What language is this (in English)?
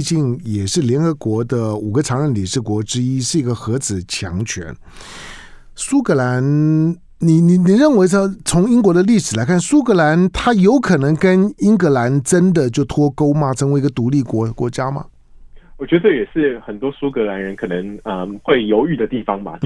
Chinese